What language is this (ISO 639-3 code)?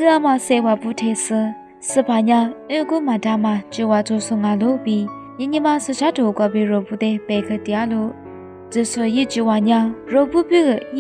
lis